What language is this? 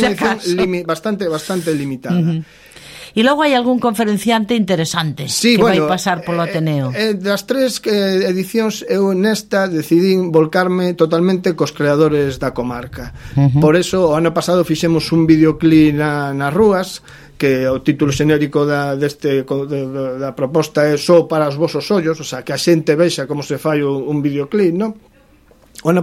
Galician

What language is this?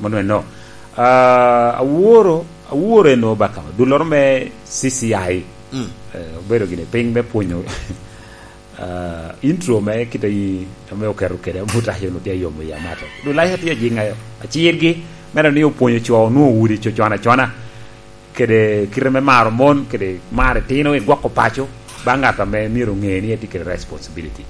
Lango (Uganda)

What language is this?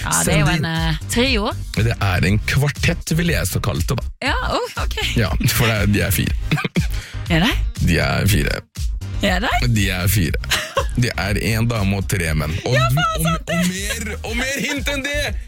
Norwegian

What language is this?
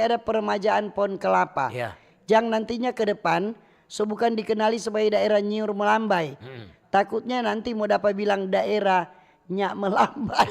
Manado Malay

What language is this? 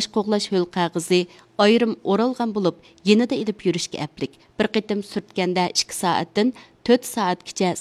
Uyghur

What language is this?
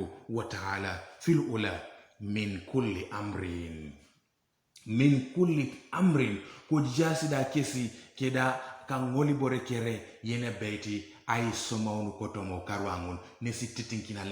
Teso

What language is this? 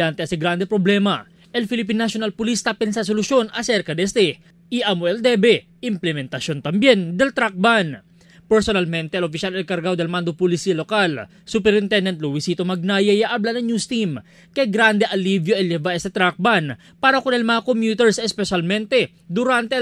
Chavacano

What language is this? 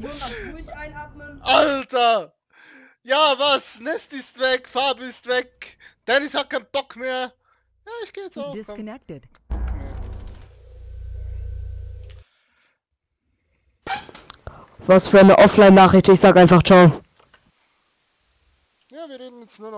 German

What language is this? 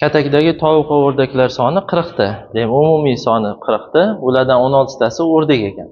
Uzbek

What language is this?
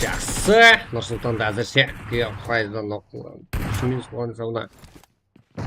Kara-Kalpak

